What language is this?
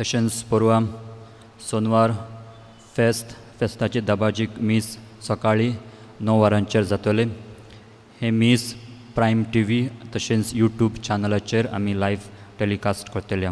Konkani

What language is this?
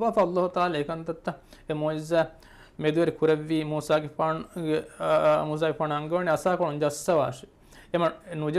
Divehi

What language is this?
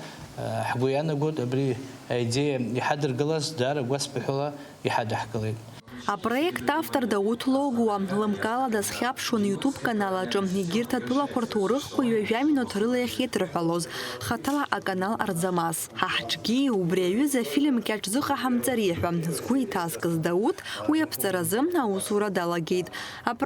Abkhazian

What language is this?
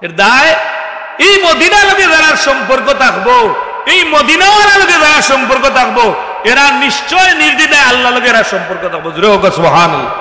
Sylheti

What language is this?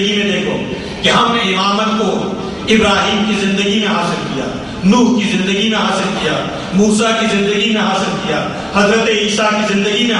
Urdu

